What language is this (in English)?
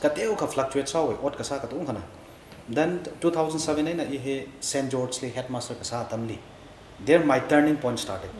Tangkhul Naga (India)